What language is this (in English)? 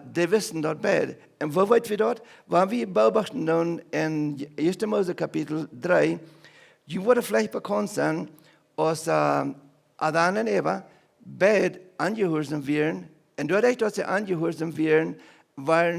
Plautdietsch